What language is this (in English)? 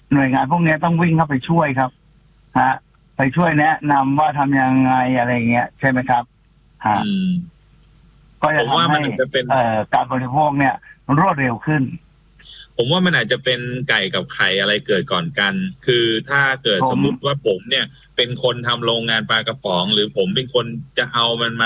Thai